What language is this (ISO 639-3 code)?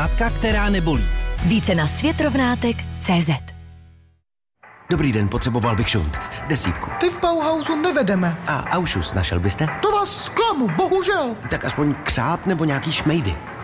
ces